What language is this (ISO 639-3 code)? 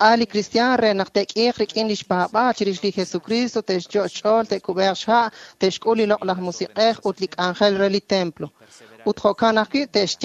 kek